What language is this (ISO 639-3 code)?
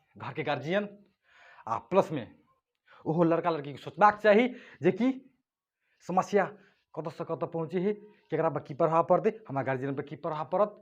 mai